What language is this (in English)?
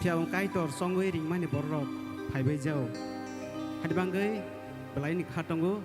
Kok Borok